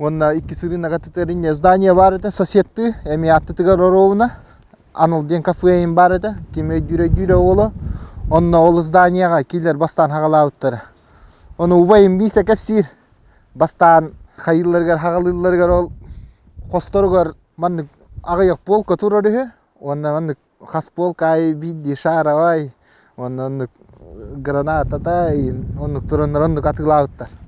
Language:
Yakut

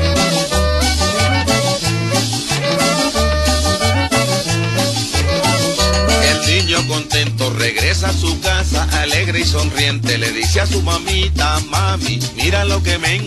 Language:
Spanish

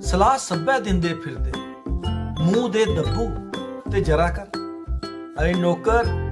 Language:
Dogri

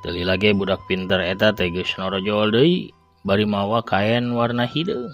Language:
Sundanese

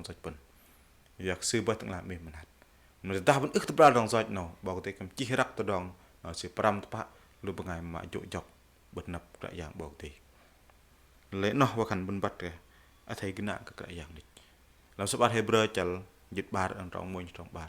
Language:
Bahnar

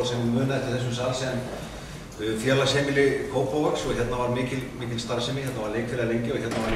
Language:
Icelandic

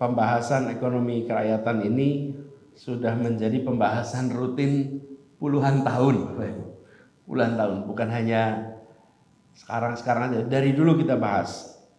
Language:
Indonesian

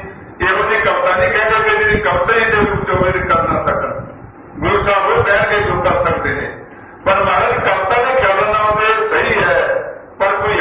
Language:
Punjabi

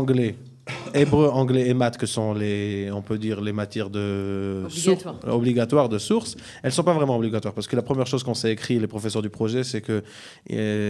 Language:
French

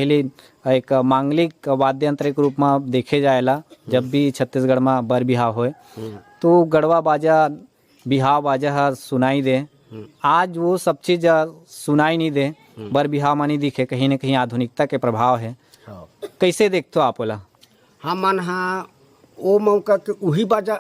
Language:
Chhattisgarhi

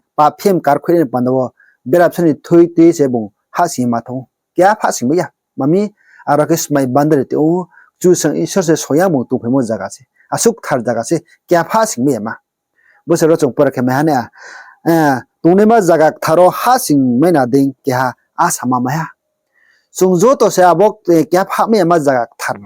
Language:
Riang (India)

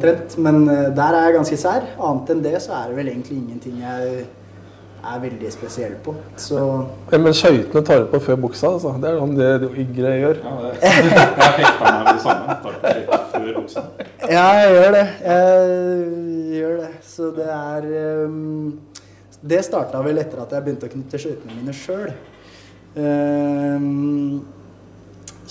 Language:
Norwegian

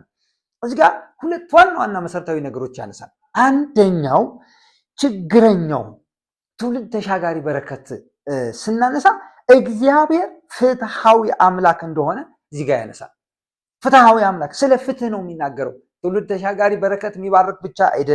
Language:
Amharic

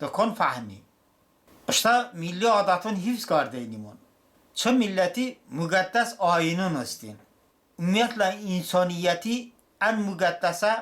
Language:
Talysh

